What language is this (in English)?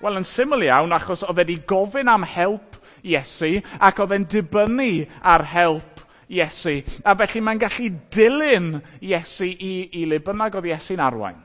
Welsh